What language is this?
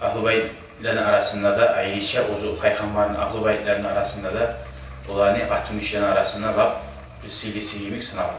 Kumyk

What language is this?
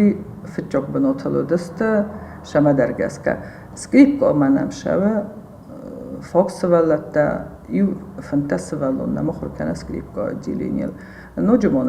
Ossetic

